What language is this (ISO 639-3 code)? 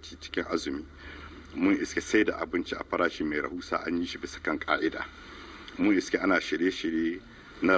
hau